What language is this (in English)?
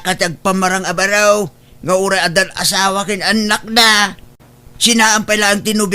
Iloko